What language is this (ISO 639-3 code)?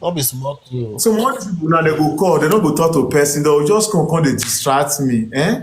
pcm